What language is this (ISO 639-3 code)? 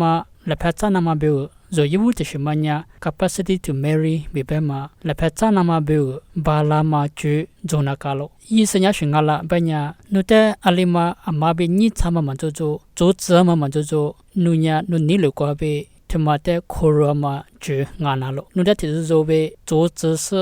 lis